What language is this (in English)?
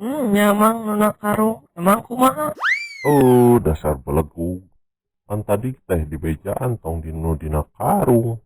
Sundanese